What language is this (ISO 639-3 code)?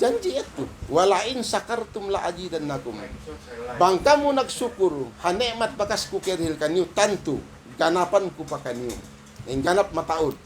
tsg